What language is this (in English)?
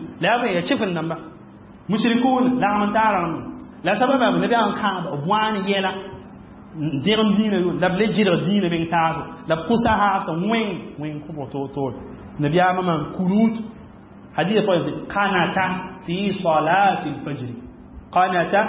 Mossi